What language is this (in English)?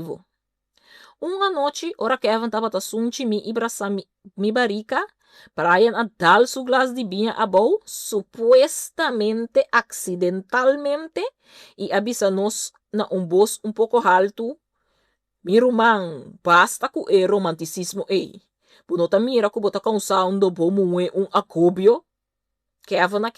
Papiamento